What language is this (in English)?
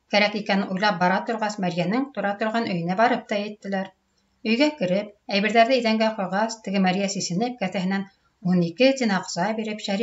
Bashkir